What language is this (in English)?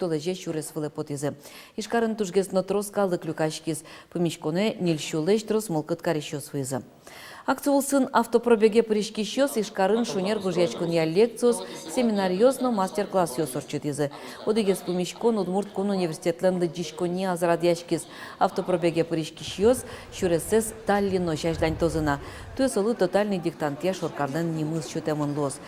Udmurt